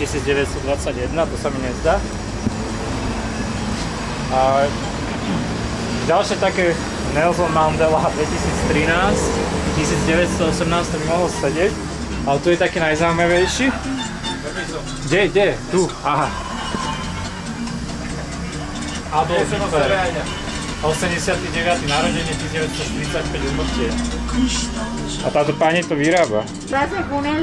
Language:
Slovak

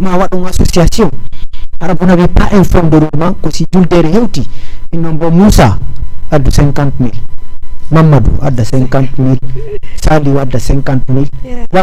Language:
Fula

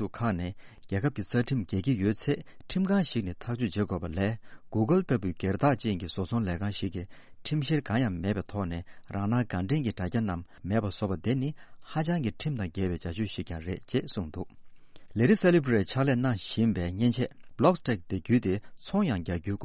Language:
Tibetan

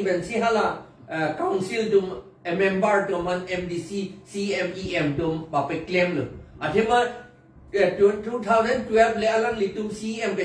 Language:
Karbi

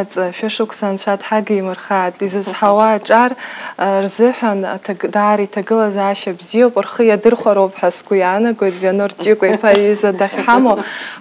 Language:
Abkhazian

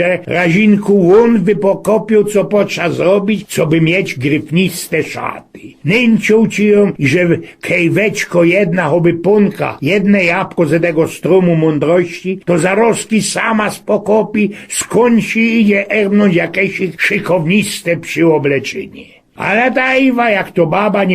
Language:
Silesian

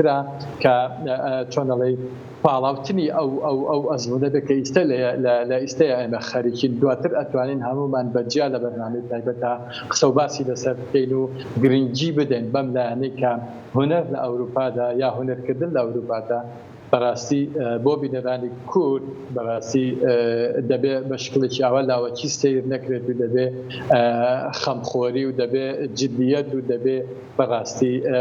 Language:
Central Kurdish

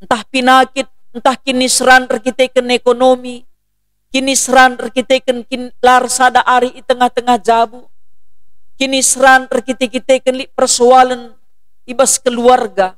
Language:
Batak Karo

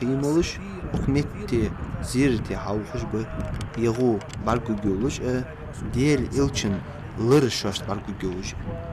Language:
Ingush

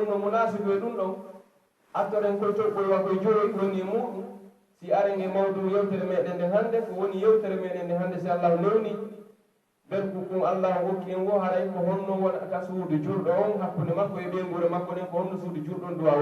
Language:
Pular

